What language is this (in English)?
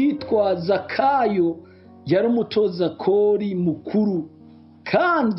Rundi